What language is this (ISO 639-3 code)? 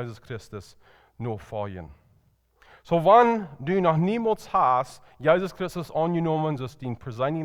pdt